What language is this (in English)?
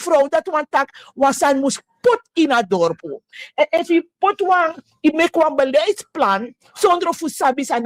Sranan Tongo